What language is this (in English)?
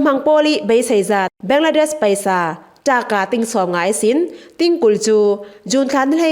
Falam Chin